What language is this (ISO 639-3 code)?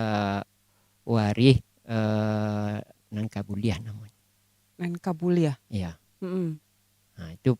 min